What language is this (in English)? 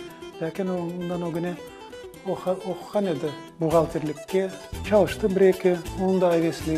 Crimean Tatar